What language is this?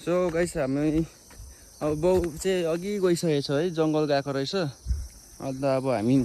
Nepali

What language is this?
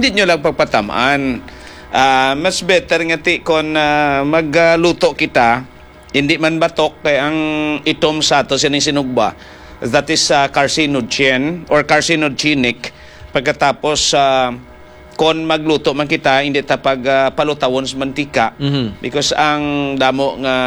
Hiligaynon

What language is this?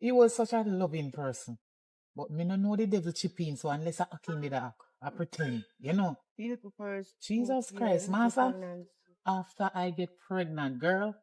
Jamaican Creole English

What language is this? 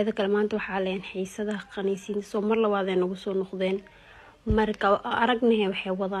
Somali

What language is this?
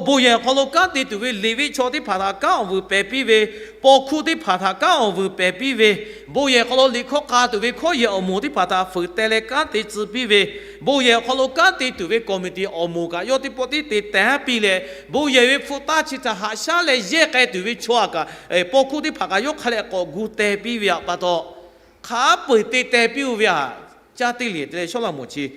Lahu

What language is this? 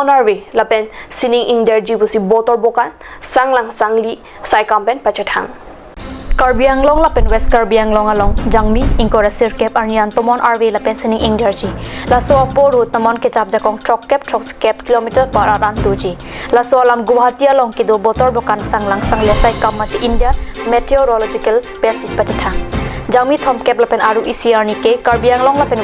Karbi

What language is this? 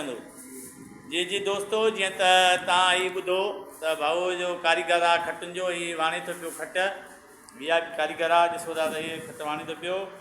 Sindhi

